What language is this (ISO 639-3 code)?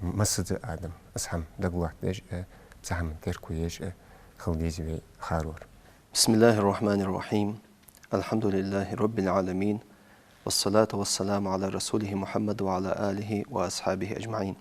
inh